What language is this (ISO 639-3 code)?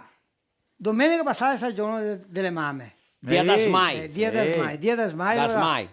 vec